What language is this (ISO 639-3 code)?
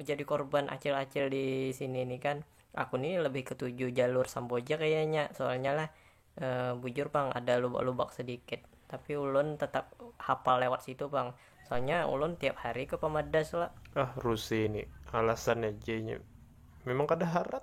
bjn